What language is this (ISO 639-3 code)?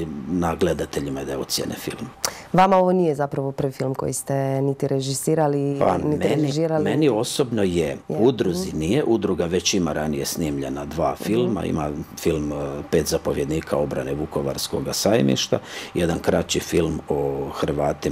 hrv